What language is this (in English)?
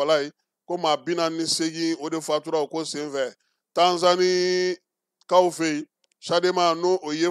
Bambara